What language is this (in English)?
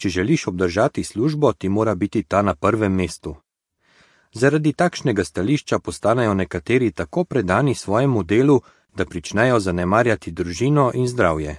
Slovenian